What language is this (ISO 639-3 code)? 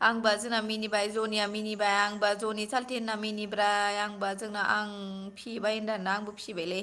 brx